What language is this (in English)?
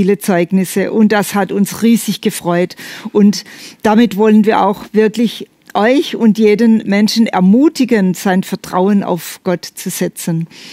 German